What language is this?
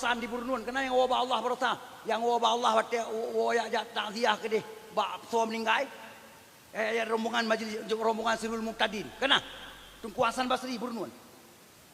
Achinese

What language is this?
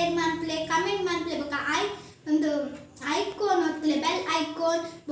Tulu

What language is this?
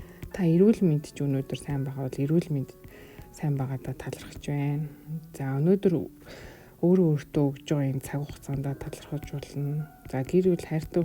Mongolian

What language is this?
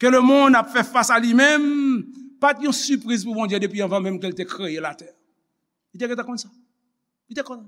Haitian Creole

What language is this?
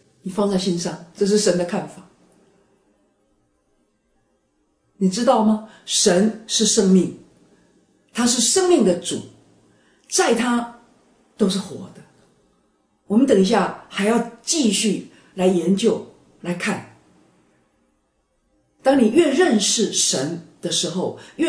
Chinese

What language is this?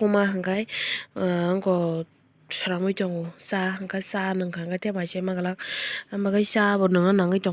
Kok Borok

